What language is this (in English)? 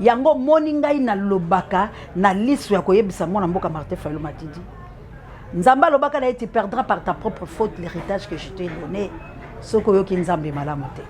Lingala